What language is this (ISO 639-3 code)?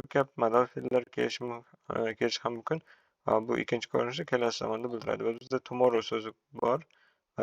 uzb